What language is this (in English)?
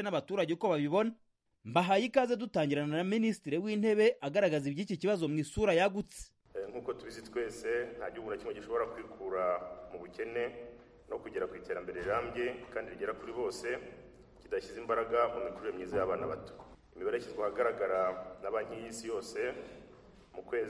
Kinyarwanda